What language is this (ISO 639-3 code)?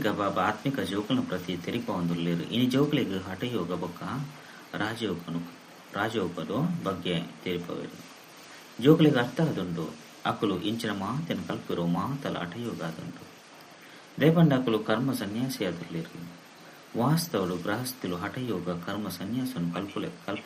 tcy